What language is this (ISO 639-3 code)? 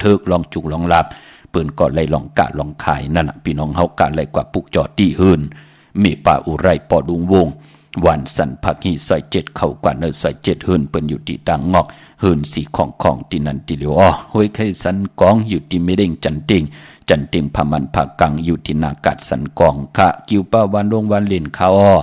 shn